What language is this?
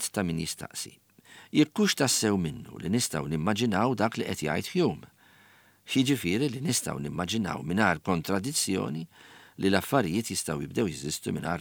Maltese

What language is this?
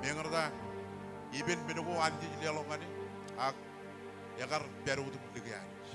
Marshallese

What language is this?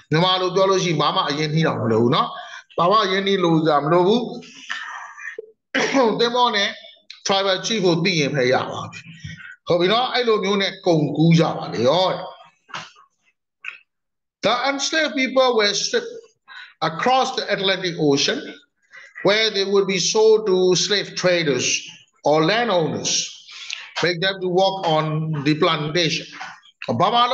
Burmese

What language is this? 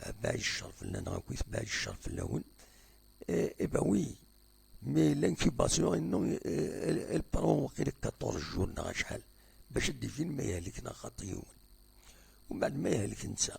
Kabyle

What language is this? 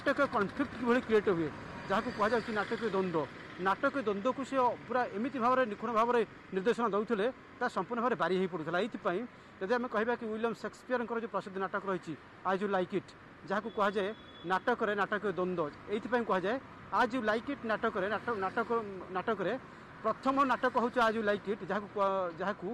Odia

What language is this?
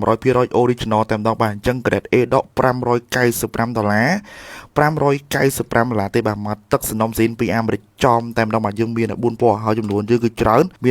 Khmer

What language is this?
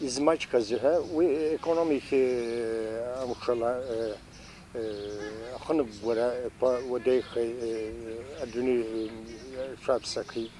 Abkhazian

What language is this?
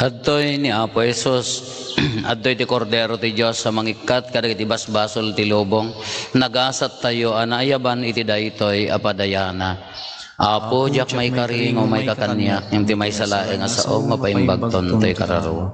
Iloko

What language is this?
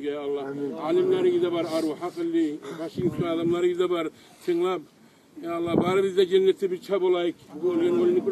Kumyk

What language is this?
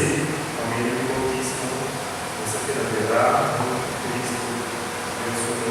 Papiamento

